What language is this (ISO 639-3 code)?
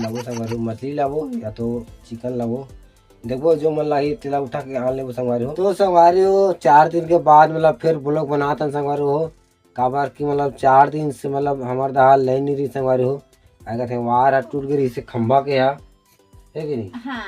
hne